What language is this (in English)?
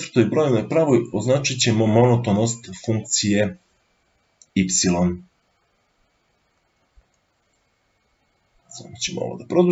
Serbian